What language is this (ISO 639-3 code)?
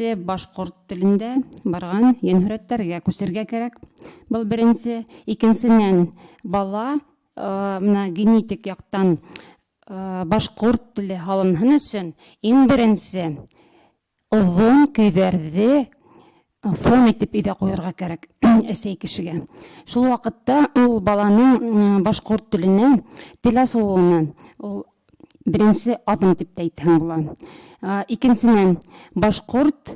bak